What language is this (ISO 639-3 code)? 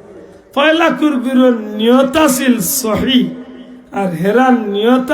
syl